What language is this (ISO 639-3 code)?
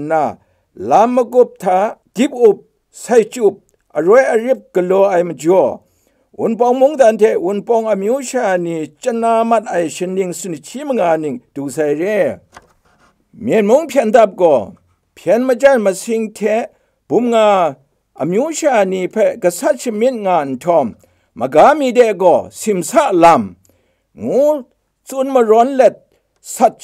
kac